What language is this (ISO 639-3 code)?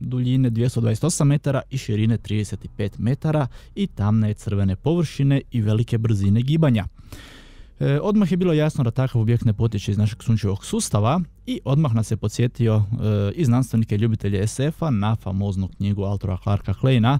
hrv